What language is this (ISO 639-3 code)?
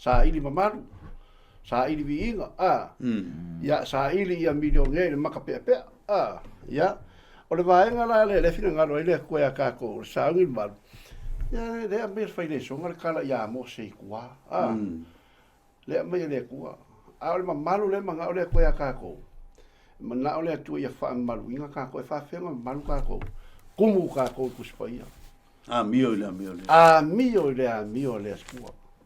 smo